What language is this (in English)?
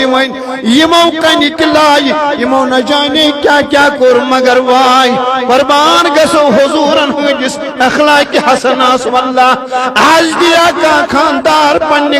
Kashmiri